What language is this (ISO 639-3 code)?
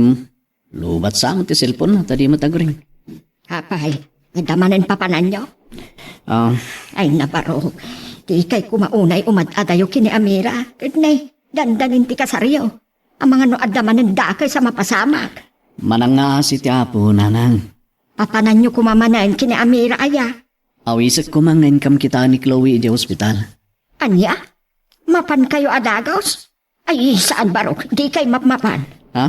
ilo